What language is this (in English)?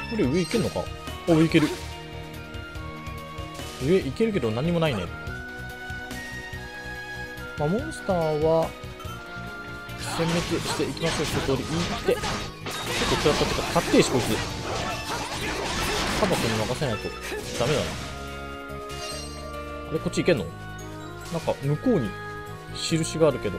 Japanese